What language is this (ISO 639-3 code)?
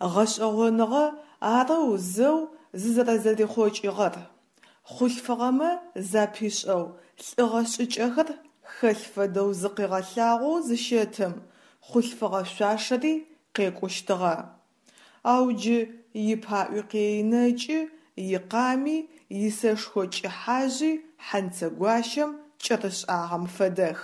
ady